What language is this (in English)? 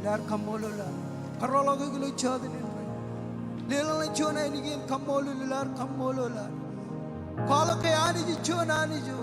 Marshallese